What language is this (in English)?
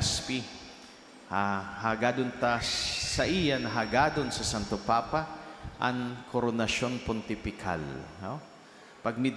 Bikol